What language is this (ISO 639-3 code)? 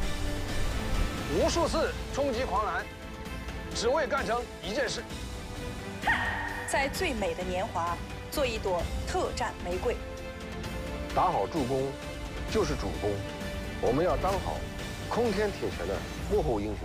zho